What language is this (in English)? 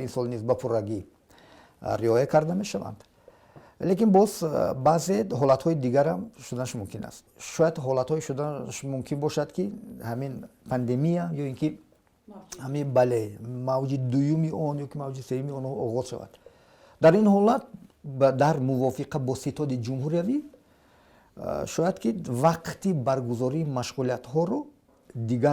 Tajik